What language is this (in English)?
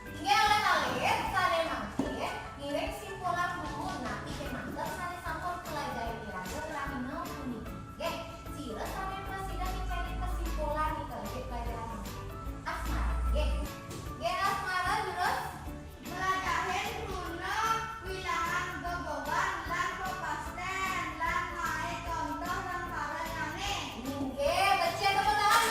Balinese